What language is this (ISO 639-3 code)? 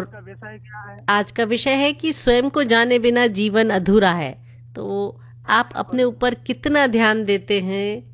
hin